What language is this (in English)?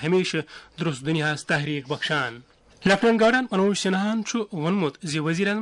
Kashmiri